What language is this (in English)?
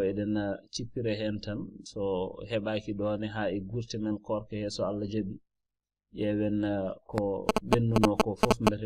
Fula